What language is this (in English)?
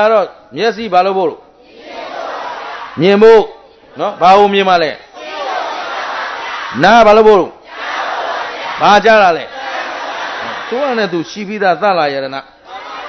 Burmese